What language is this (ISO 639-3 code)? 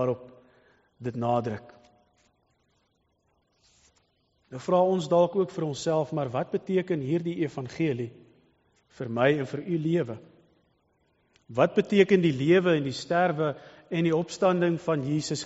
afr